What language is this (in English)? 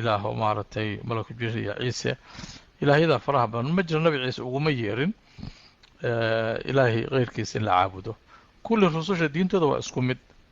Somali